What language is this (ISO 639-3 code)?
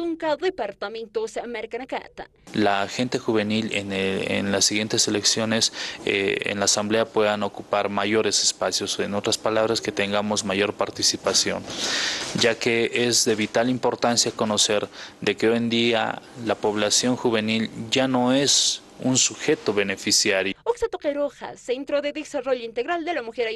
aym